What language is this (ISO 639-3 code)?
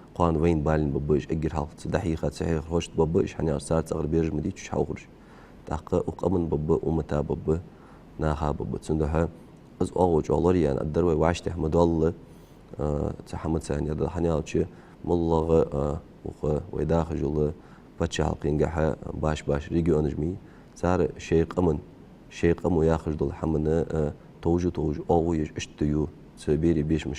inh